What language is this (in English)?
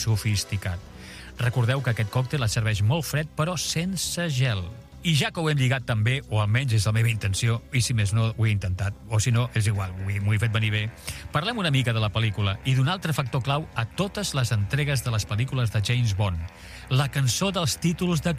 Catalan